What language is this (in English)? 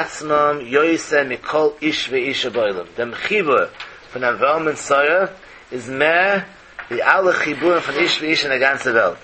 Yiddish